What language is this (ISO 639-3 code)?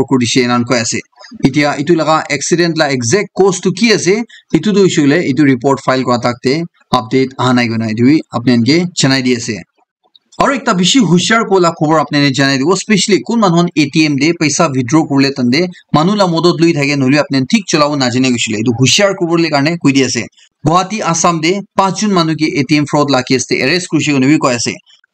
nag